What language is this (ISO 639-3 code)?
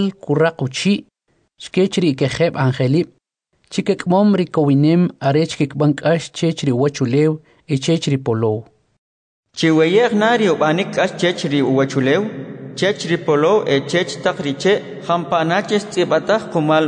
quc